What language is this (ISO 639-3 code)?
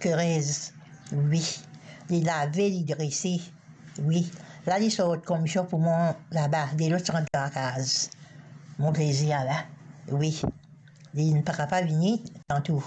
mfe